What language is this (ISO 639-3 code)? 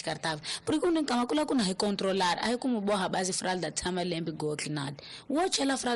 tso